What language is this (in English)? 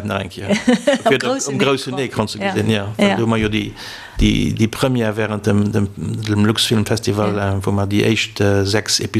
Luxembourgish